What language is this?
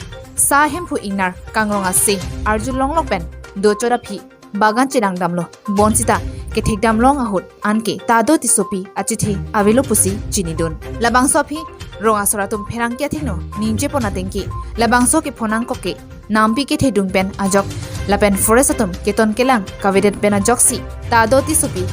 Karbi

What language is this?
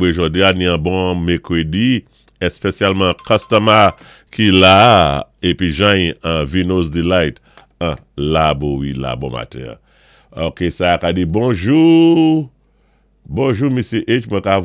Saint Lucian Creole French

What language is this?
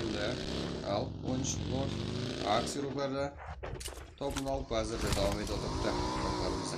Kara-Kalpak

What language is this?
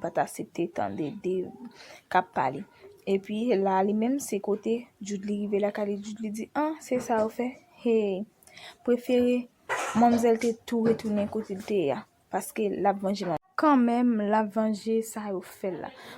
Haitian Creole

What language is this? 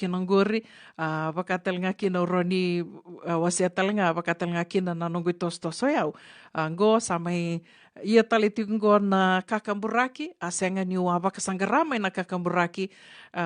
Fijian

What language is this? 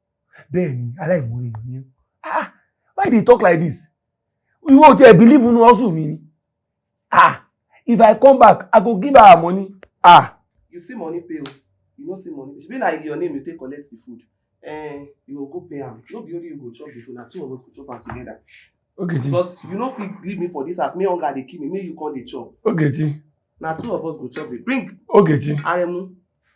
Yoruba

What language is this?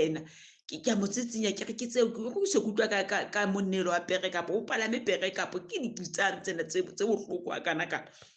Southern Sotho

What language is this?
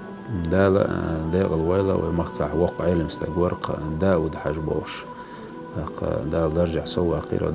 Chechen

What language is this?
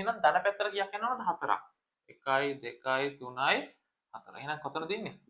Sinhala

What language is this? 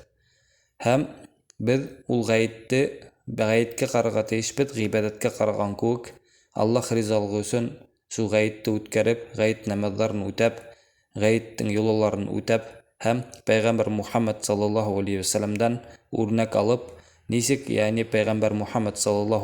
Bashkir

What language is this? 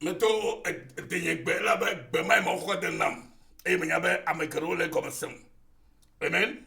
Ewe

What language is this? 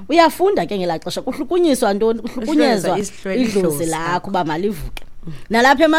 Xhosa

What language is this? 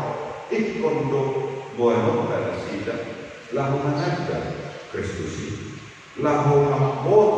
Batak Toba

